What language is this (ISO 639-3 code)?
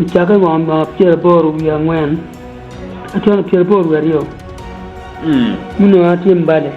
ach